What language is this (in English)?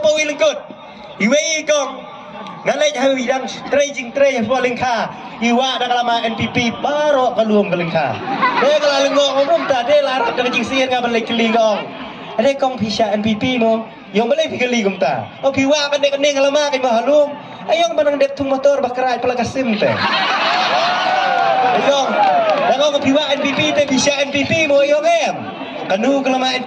Khasi